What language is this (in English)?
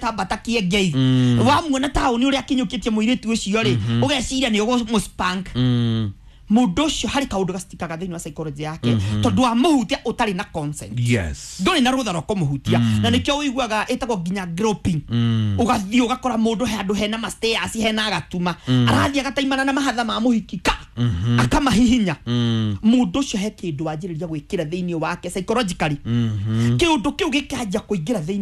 Kikuyu